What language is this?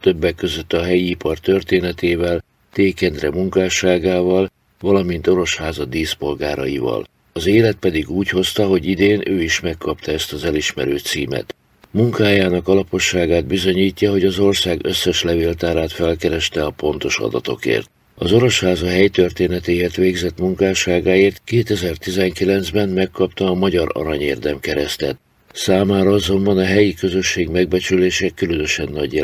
Hungarian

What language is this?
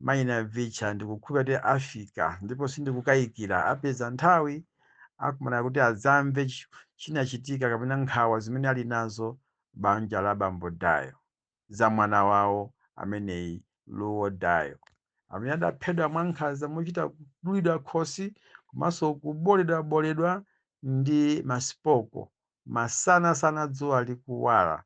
Nyanja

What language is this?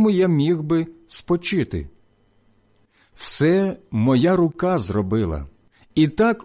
Ukrainian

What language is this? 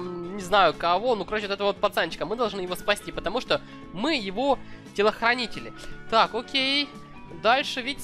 Russian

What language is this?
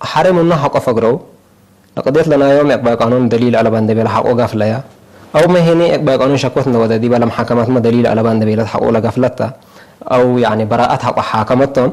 Tigre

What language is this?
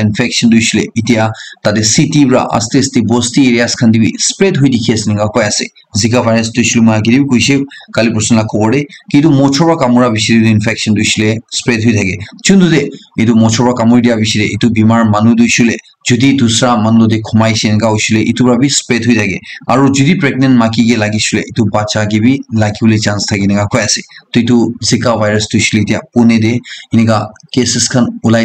Naga Pidgin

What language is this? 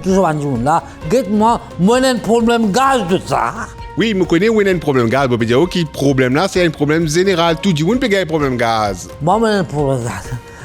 Morisyen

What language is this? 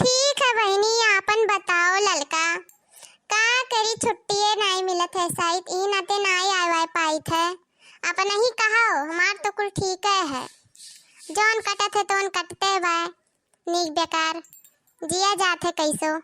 Awadhi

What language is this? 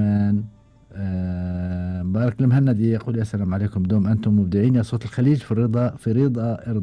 Gulf Arabic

